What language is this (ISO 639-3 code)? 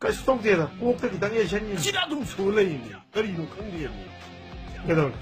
mni